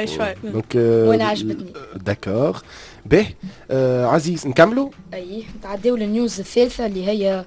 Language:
Tunisian Arabic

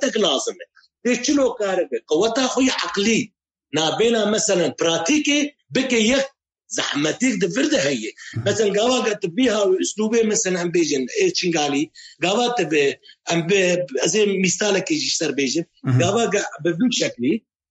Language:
Kurdish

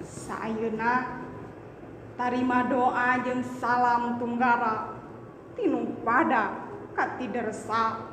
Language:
Sundanese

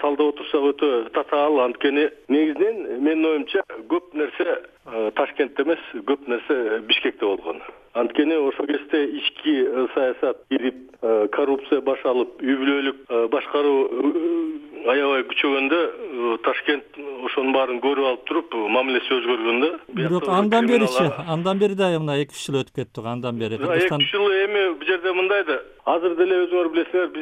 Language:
Kyrgyz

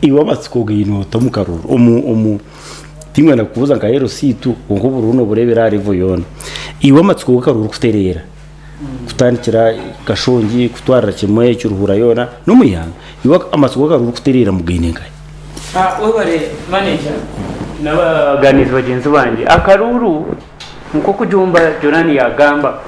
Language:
Nyankole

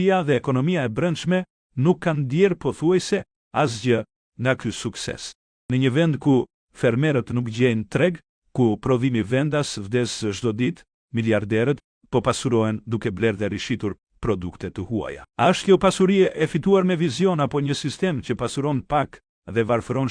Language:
Albanian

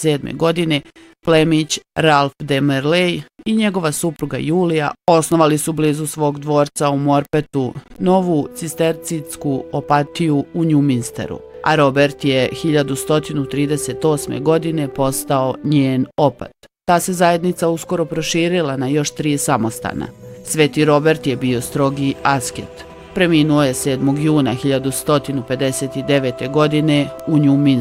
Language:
Bosnian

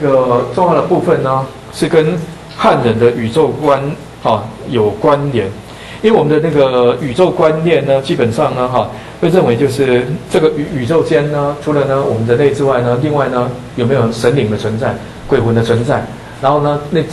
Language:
Chinese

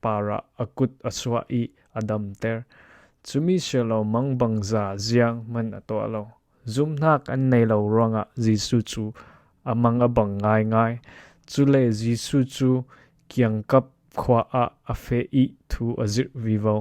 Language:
Falam Chin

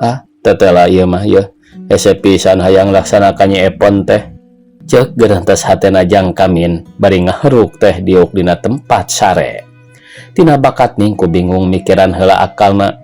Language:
Sundanese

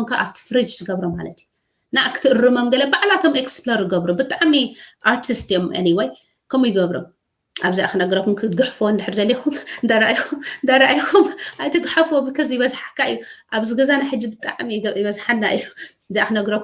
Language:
Tigrinya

